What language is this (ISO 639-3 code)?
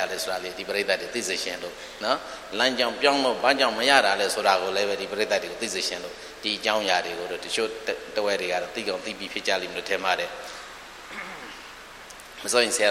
mya